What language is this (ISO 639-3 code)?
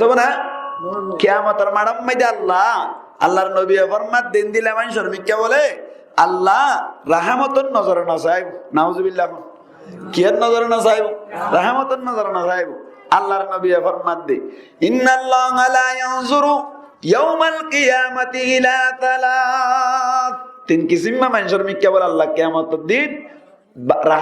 rhg